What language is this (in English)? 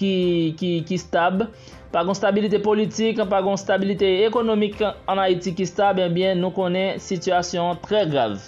Haitian Creole